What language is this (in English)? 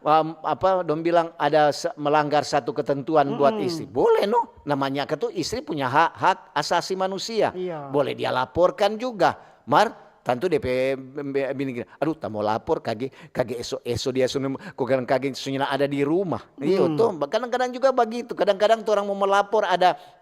Manado Malay